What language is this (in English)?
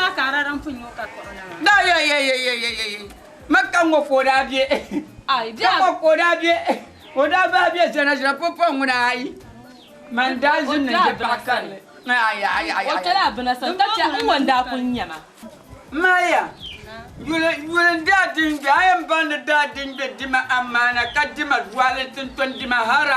Dagbani